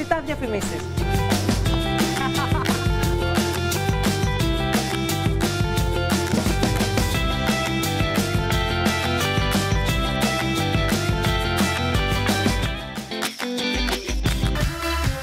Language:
Greek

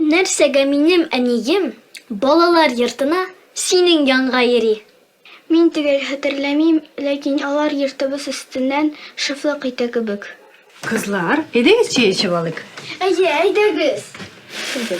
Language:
Tatar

